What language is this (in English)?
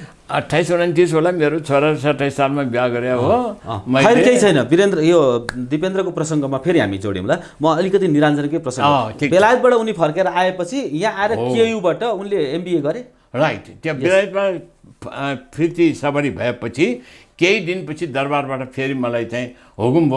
Nepali